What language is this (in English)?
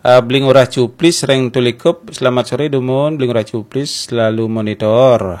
Balinese